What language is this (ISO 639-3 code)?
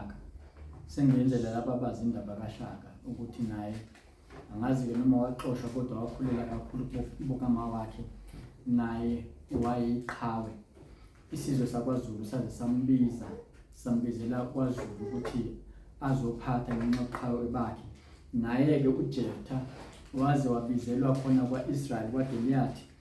zul